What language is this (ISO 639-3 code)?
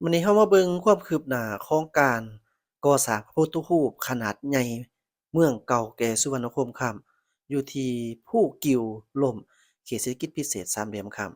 lao